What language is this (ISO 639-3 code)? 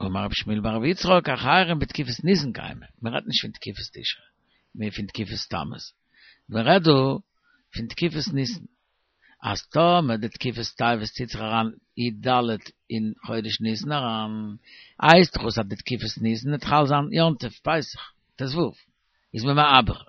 yid